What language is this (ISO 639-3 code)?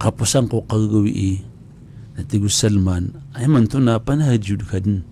mrw